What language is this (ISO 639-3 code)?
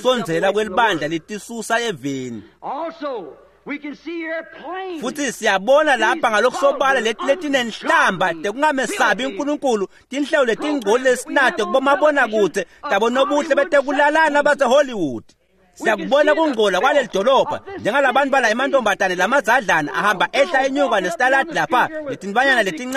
ssw